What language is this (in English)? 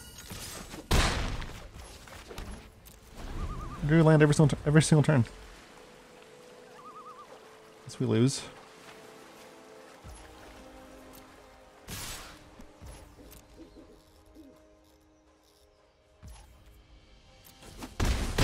English